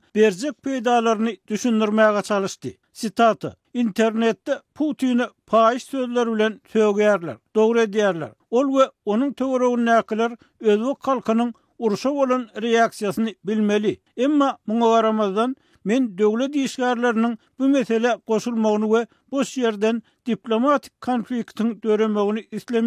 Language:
Turkmen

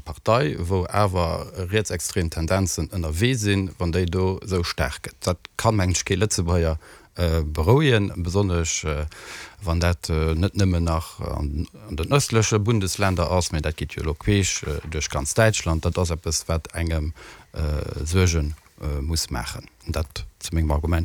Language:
Luxembourgish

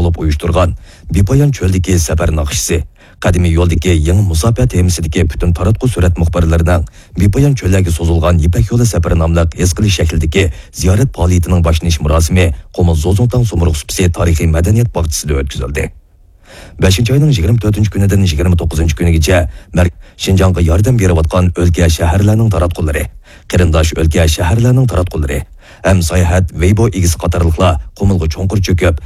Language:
Uyghur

